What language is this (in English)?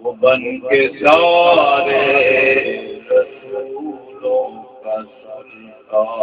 Saraiki